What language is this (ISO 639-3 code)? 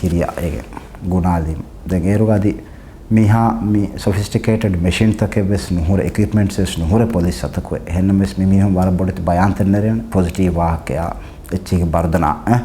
div